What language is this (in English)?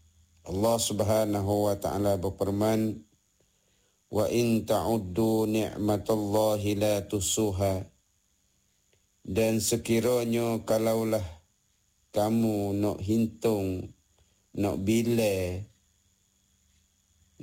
Malay